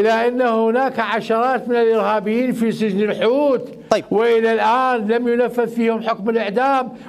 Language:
Mesopotamian Arabic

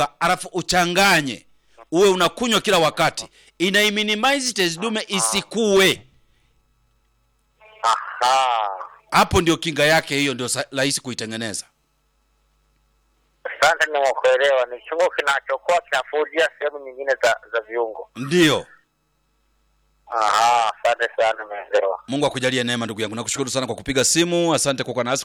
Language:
Swahili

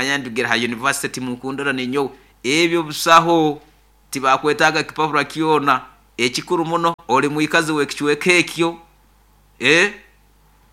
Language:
Nyoro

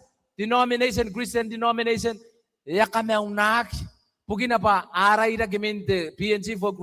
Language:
Gilbertese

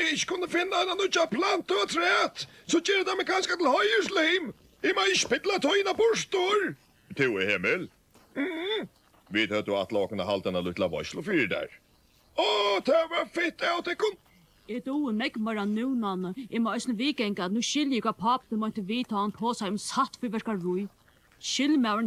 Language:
Faroese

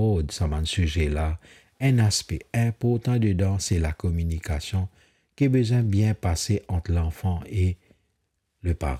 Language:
Morisyen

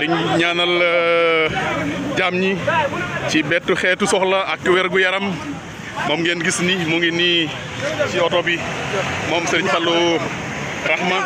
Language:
Wolof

